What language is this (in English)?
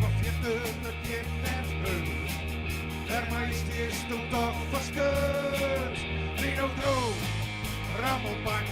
Western Frisian